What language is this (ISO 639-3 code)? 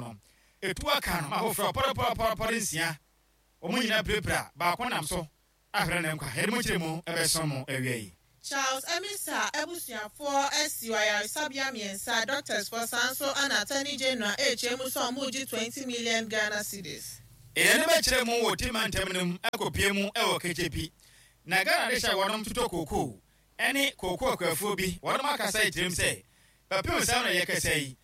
aka